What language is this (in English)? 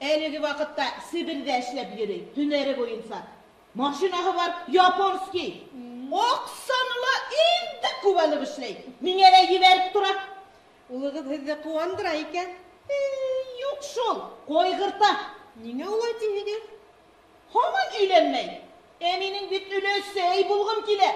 Bashkir